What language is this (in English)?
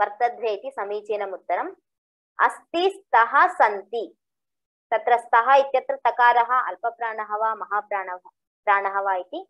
Sanskrit